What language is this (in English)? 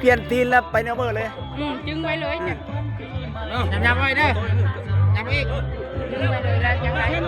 Lao